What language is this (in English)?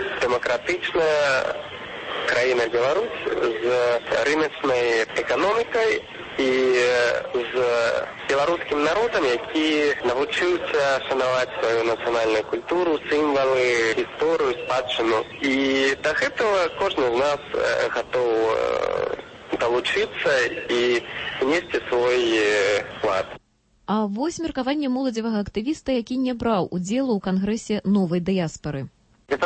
Belarusian